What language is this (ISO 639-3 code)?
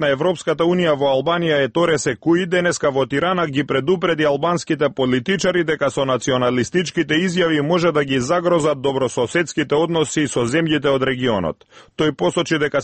mkd